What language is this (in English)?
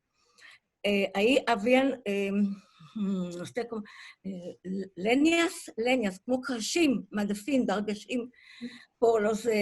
Ladino